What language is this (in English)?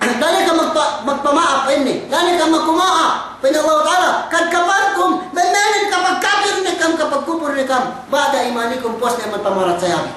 Yakan